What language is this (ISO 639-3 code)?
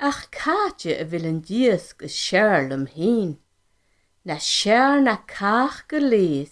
gla